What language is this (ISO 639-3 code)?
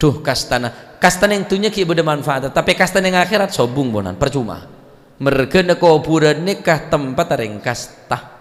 mad